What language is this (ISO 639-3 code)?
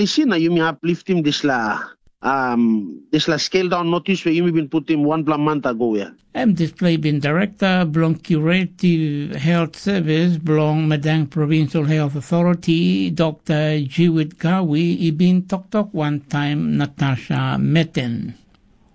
tpi